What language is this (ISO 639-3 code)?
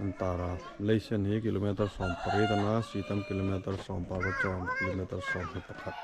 hmr